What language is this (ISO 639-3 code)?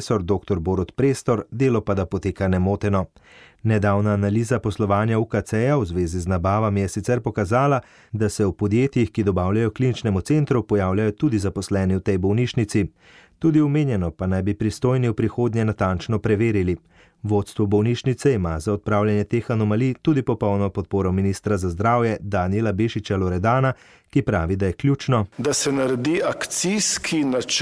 slv